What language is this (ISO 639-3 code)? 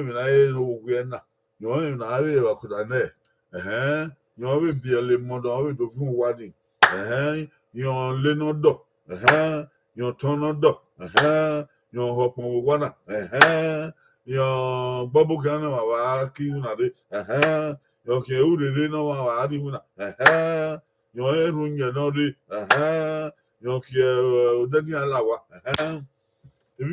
bin